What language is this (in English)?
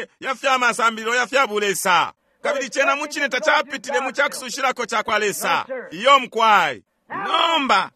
Bemba